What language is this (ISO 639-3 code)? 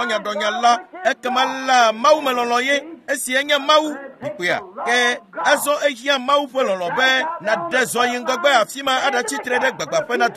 ewe